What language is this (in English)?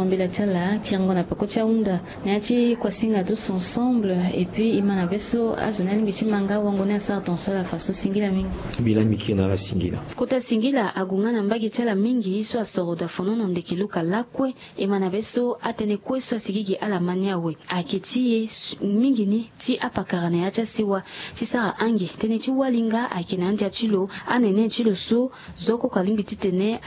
Sango